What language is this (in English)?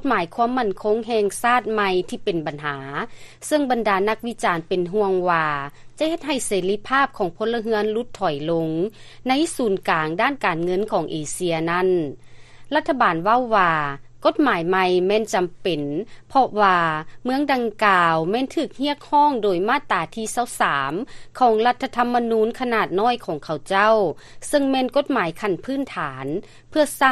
Lao